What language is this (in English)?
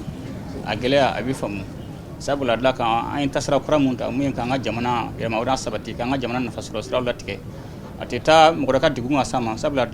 Bambara